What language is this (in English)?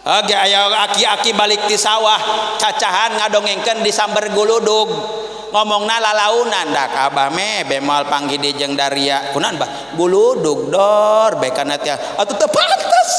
Sundanese